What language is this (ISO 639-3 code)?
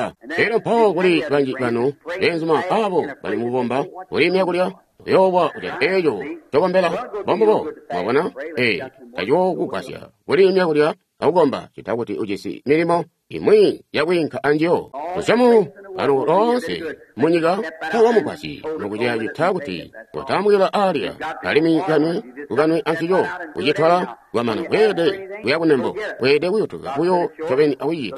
toi